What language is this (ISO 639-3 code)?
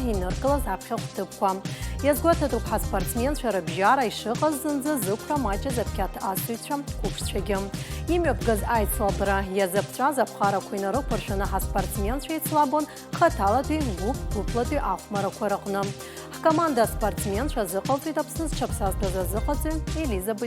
abk